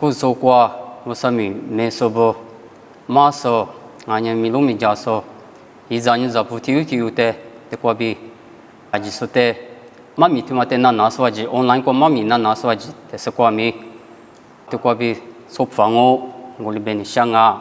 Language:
Lisu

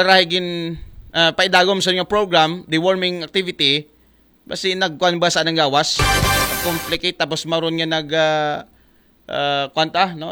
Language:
Aklanon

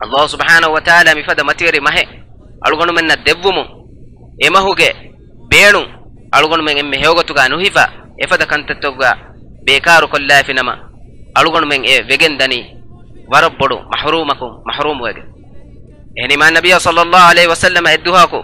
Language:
Divehi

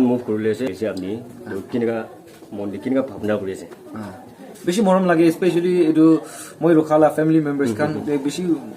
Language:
Naga Pidgin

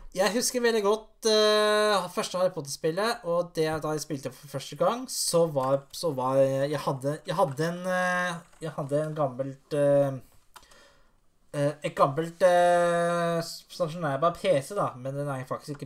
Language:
Norwegian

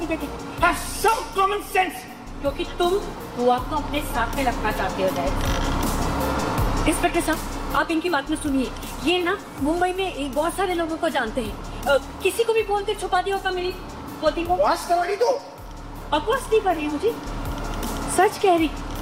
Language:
Hindi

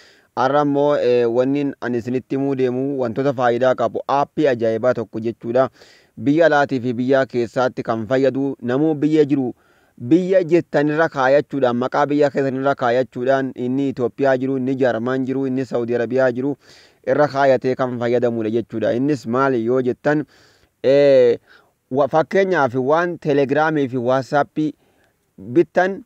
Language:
Oromo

